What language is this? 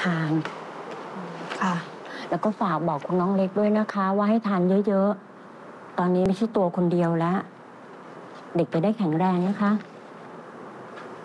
Thai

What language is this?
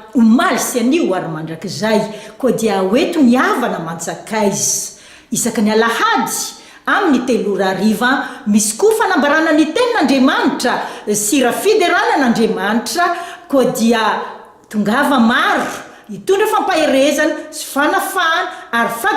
Malagasy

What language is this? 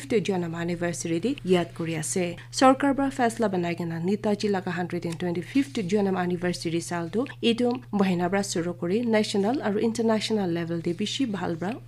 Naga Pidgin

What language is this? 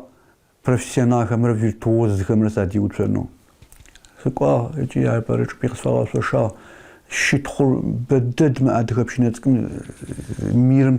Adyghe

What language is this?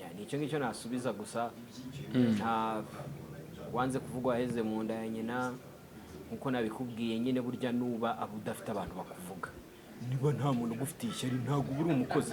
Kinyarwanda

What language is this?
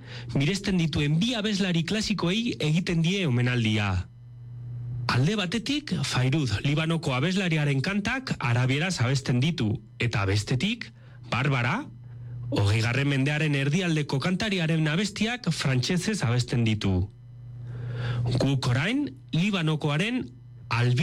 Basque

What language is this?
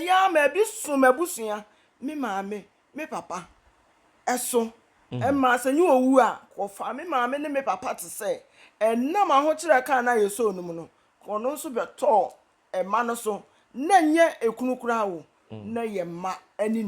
Akan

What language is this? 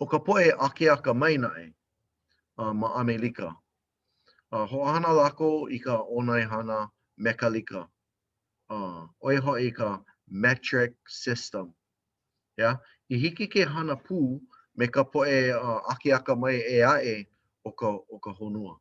Hawaiian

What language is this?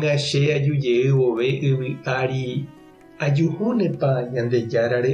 Guarani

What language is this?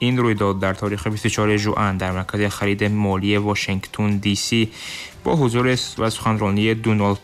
Tajik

